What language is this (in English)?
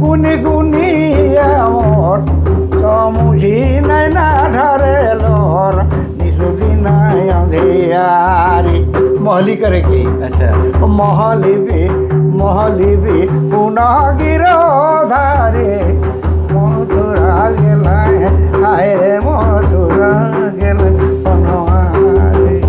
Sadri